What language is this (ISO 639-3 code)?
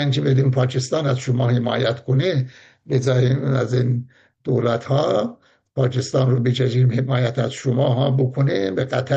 fas